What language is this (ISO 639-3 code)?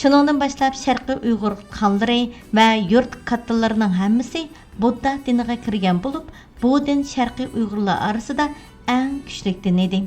uig